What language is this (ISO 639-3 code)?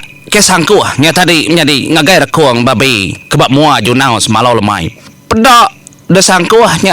iba